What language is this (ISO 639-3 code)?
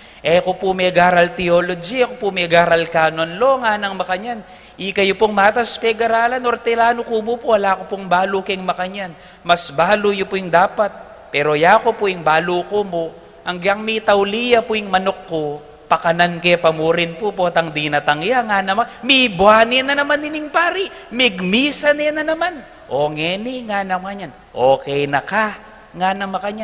pam